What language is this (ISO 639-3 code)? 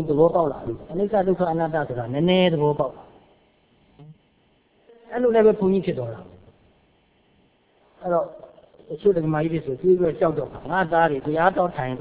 mya